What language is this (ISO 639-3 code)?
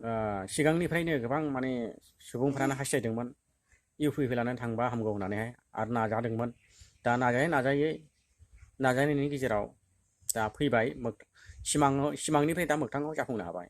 brx